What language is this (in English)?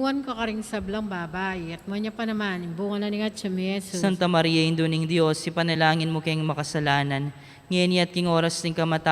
Pampanga